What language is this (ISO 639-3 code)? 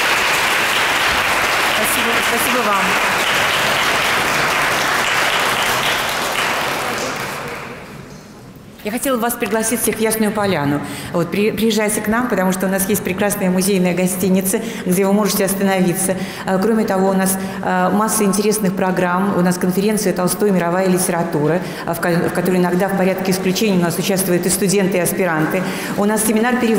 rus